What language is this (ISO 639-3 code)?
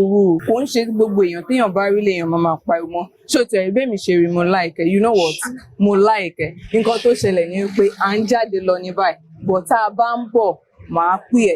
yor